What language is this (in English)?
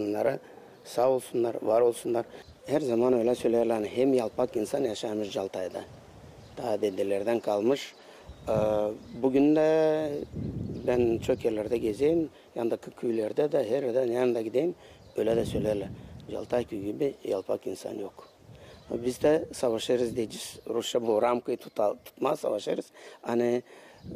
Gagauz